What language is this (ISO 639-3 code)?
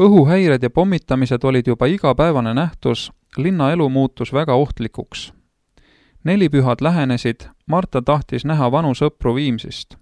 est